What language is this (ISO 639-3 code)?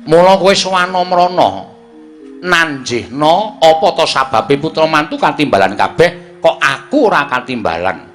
jav